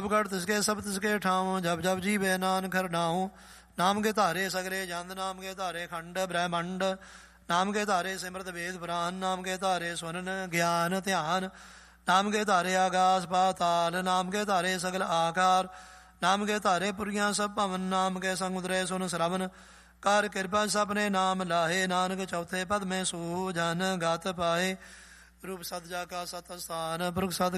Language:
Punjabi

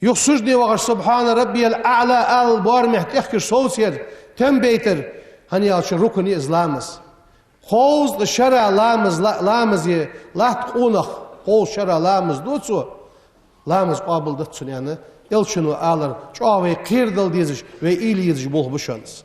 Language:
Ingush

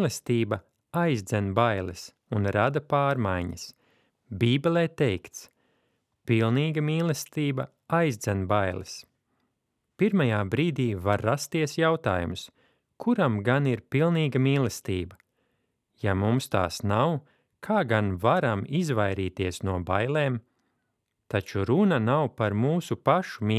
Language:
Latvian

